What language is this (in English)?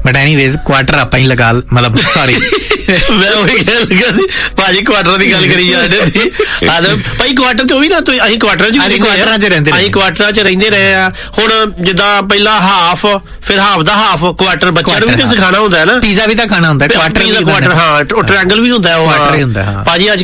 Punjabi